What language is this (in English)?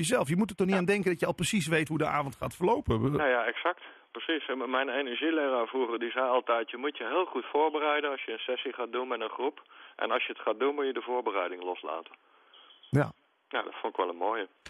Dutch